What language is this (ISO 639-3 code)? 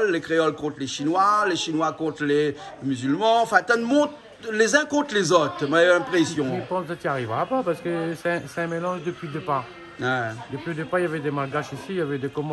rcf